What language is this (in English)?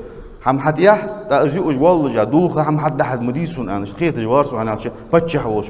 Ingush